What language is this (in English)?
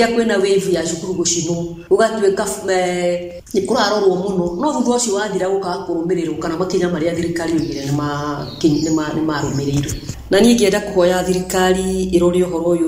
Kikuyu